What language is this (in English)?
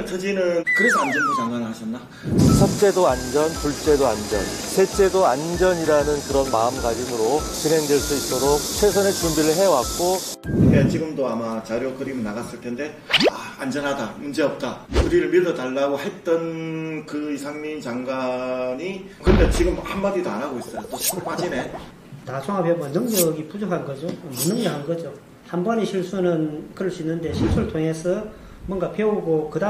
Korean